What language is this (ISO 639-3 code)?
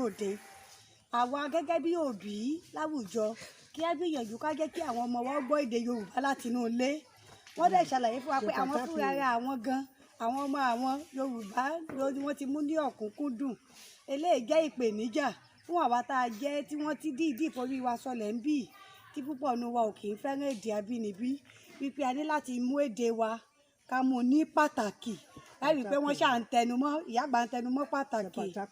yor